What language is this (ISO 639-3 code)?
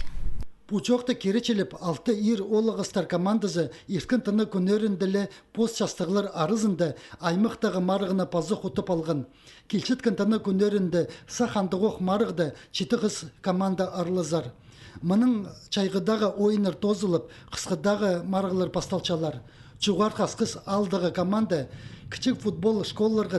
kjh